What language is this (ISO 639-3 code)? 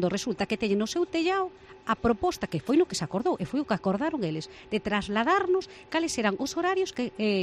glg